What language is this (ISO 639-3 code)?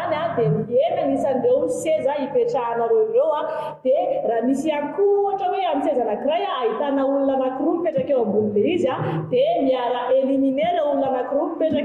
mlg